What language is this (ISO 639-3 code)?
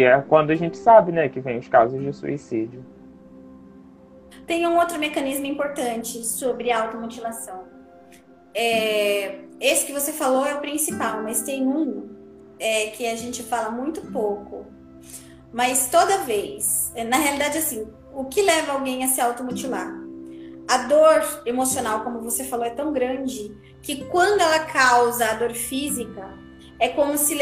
por